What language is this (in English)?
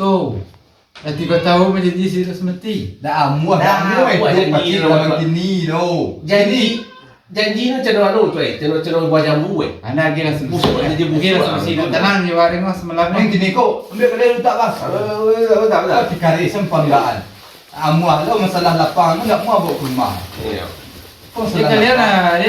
Minangkabau